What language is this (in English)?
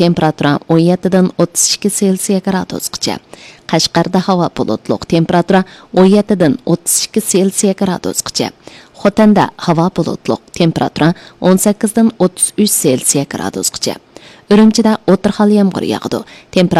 Uyghur